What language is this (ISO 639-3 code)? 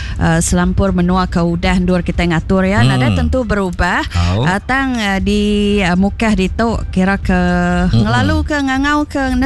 iba